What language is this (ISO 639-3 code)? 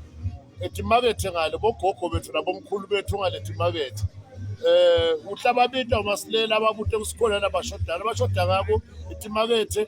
ssw